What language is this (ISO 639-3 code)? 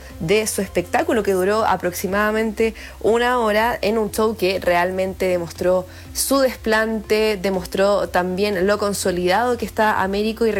spa